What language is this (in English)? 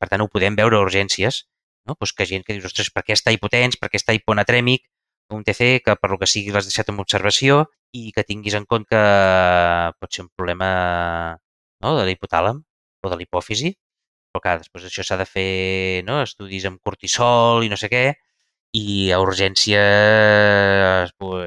Catalan